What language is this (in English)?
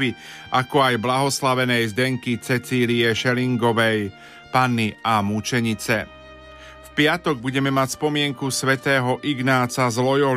Slovak